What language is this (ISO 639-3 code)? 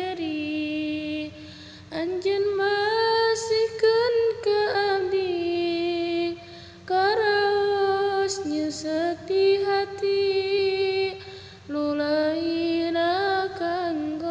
sun